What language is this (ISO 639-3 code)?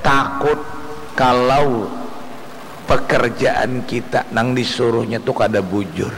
bjn